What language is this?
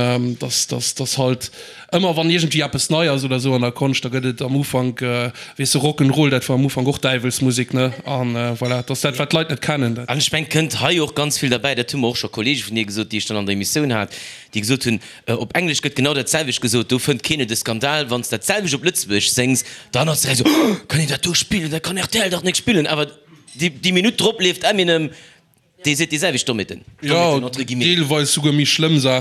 Luxembourgish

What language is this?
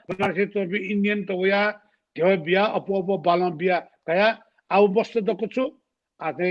Newari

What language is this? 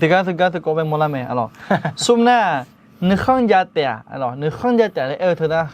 Akha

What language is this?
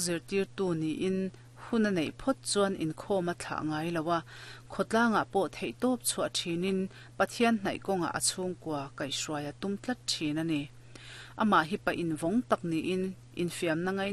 Mizo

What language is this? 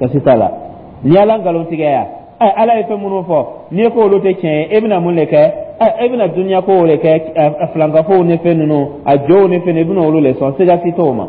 Dyula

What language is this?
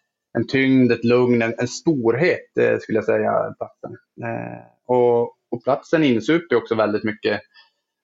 Swedish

